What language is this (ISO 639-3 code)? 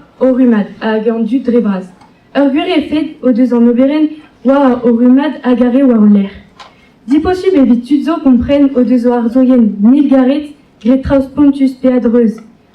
bre